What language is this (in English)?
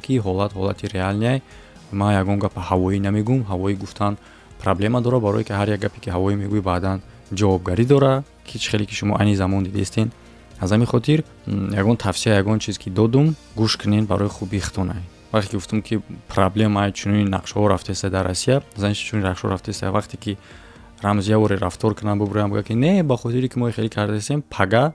Tajik